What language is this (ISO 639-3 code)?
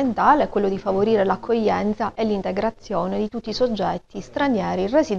ita